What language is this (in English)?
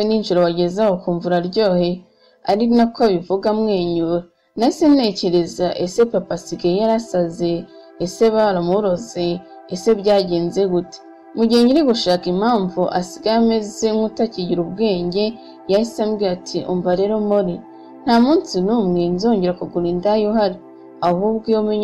Kinyarwanda